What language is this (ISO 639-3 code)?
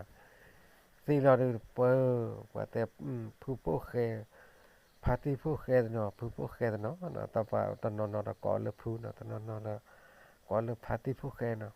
ksw